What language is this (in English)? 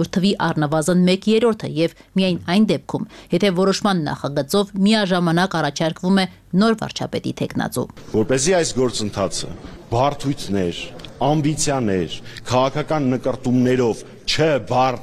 Armenian